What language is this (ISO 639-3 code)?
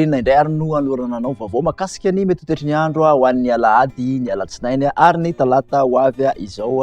mlg